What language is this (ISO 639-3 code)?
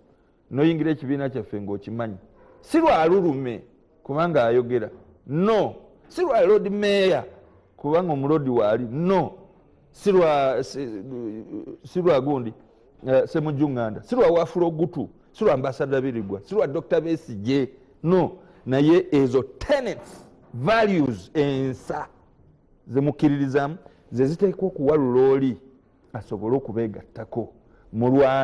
lug